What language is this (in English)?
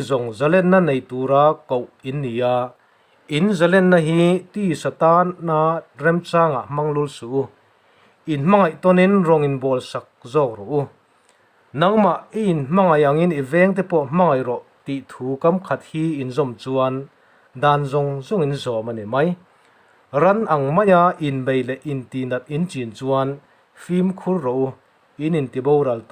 Mizo